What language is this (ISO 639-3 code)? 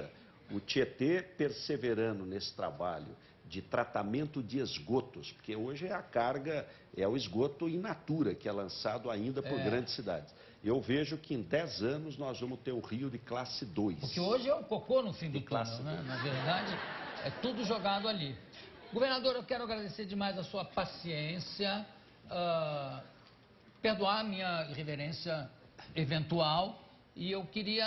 por